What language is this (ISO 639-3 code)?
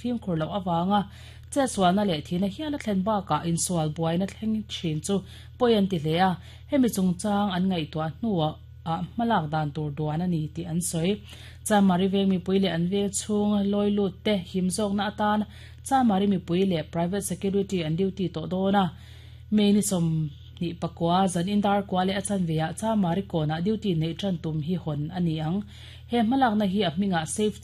lus